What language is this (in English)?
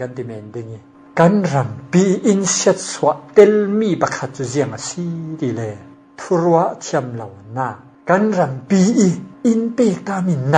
Falam Chin